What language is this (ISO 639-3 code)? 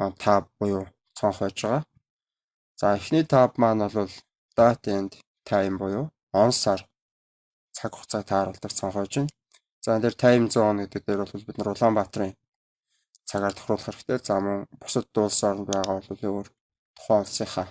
mon